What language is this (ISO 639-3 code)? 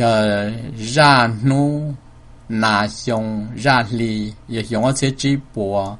hmn